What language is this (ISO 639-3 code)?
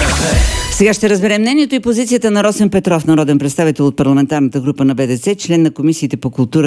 bul